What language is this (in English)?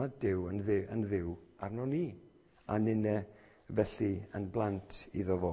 Welsh